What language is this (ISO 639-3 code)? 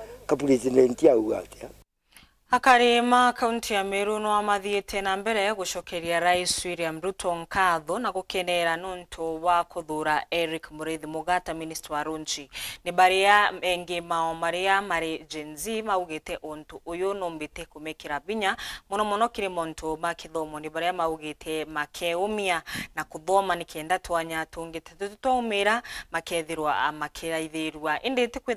mer